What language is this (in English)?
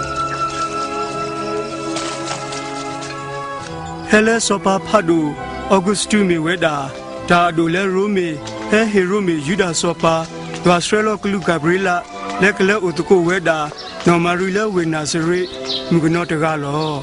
S'gaw Karen